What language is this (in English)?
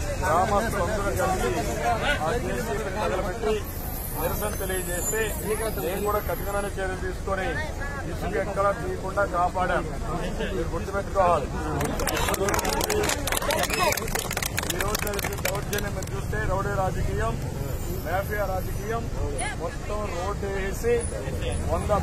Telugu